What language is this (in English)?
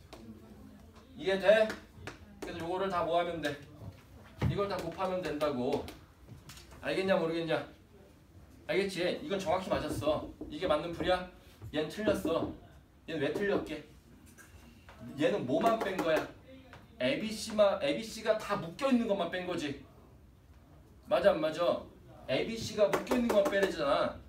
Korean